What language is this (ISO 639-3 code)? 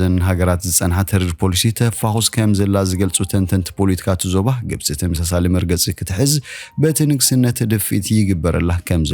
tir